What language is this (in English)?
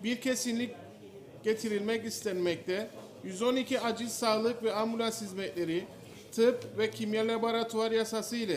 Turkish